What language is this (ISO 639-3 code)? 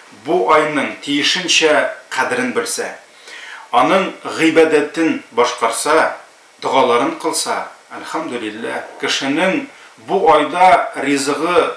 tat